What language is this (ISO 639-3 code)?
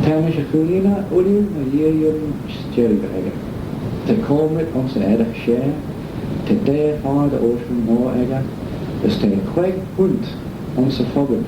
glv